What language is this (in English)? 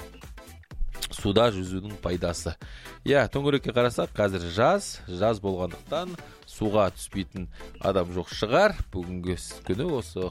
Kazakh